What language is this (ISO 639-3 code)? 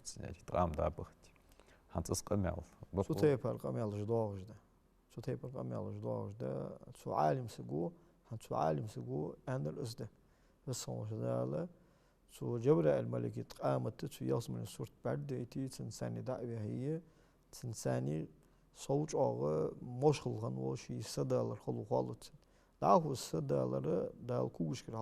inh